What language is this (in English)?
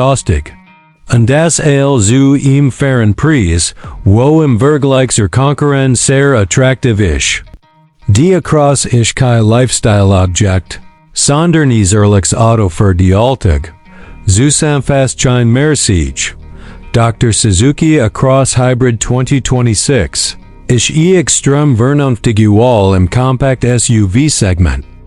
Swiss German